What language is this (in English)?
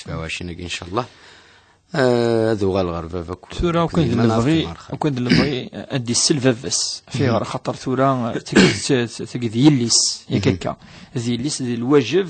Kabyle